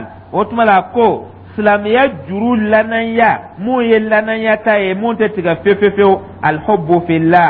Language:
Dyula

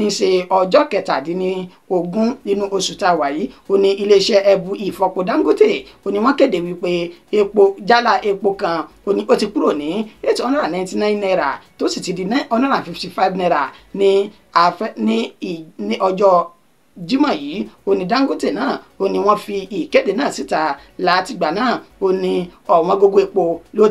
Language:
Yoruba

